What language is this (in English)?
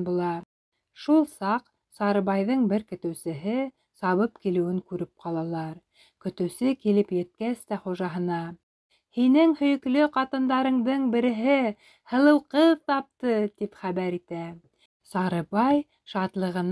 Bashkir